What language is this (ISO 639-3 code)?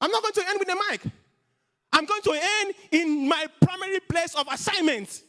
eng